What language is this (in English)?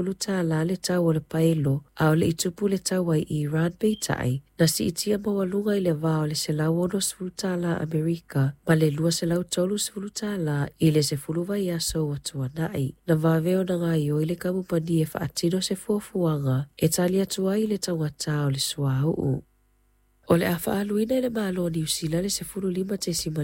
Samoan